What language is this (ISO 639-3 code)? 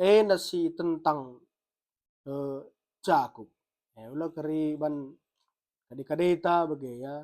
btx